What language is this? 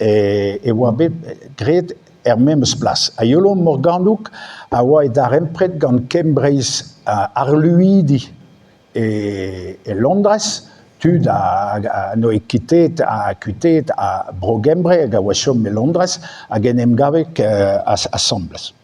Breton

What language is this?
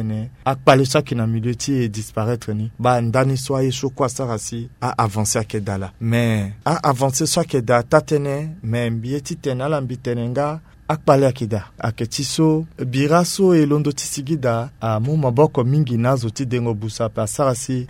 Sango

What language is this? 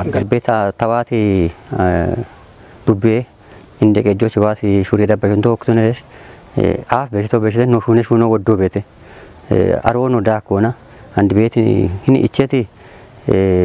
Kafa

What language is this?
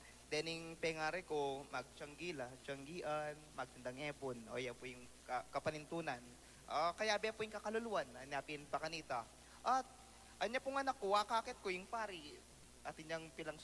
Pampanga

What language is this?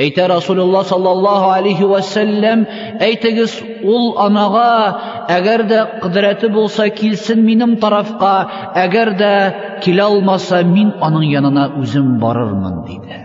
Tatar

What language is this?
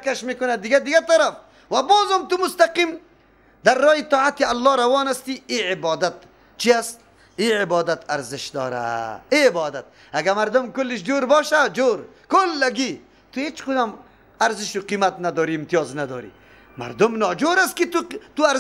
Persian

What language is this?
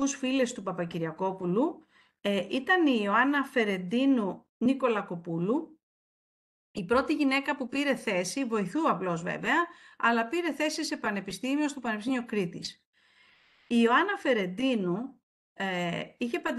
Greek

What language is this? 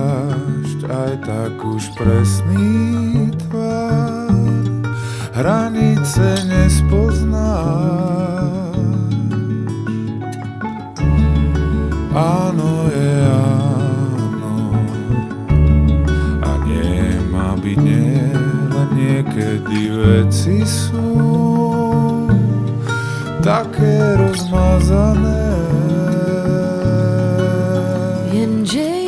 Slovak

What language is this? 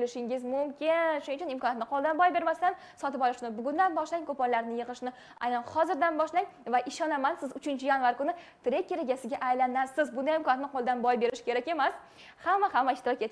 Uzbek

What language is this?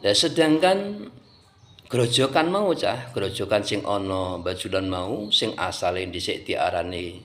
Javanese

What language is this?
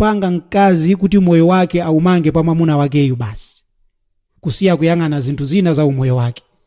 Nyanja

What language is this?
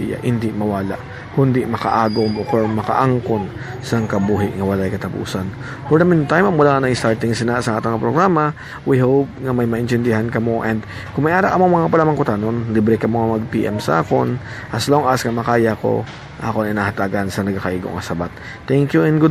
Hiligaynon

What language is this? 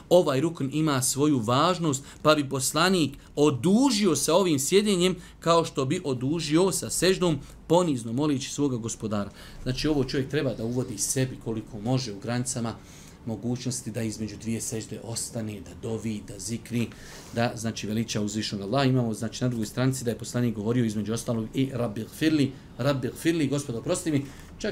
Bosnian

